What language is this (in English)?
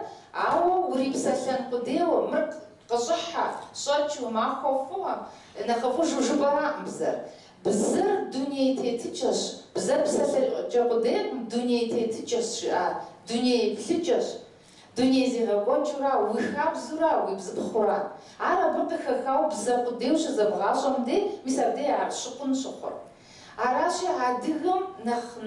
Kabardian